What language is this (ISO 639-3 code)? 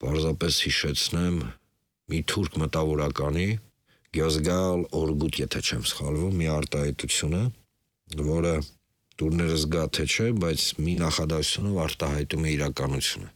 hye